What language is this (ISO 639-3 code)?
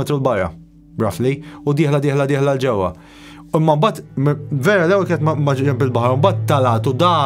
mlt